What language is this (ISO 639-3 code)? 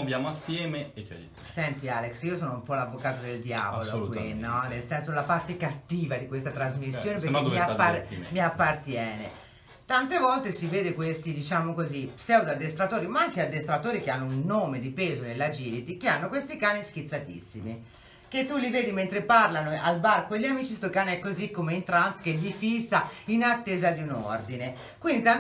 ita